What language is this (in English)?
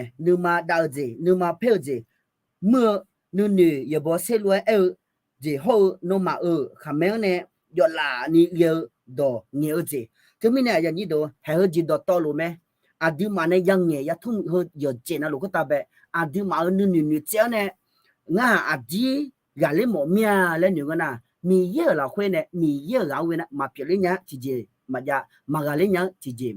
Akha